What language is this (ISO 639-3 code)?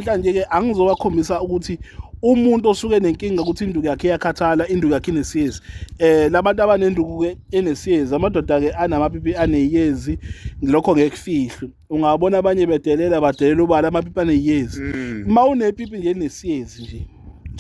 zul